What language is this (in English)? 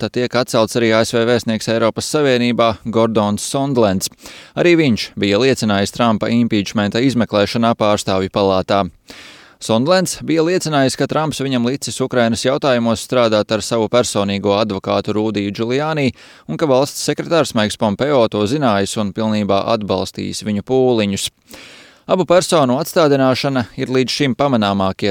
Latvian